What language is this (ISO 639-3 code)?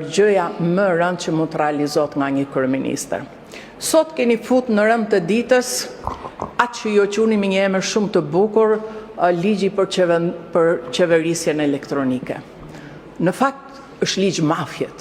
sqi